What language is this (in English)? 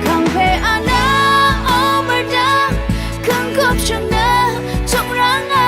Rawang